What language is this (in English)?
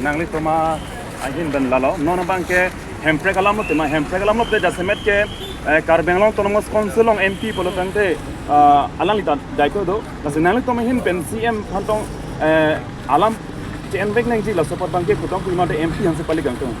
Karbi